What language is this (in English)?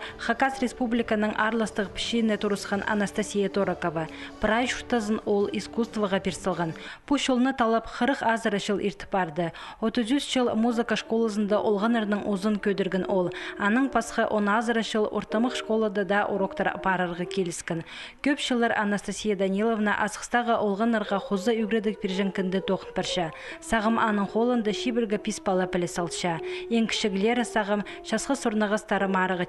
Khakas